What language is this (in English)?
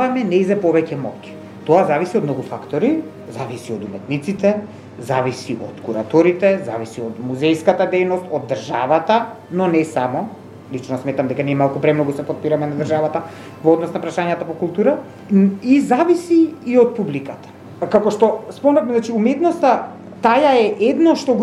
Macedonian